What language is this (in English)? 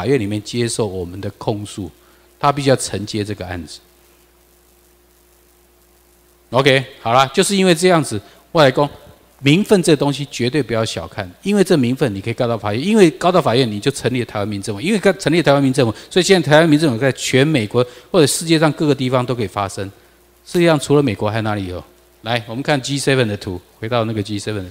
Chinese